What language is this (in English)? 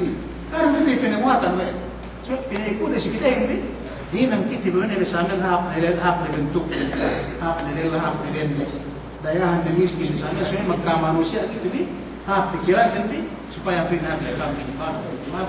Yakan